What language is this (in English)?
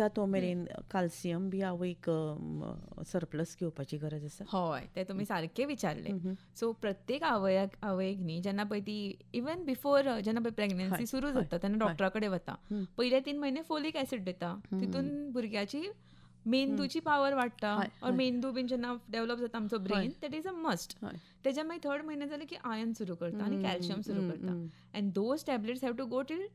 Konkani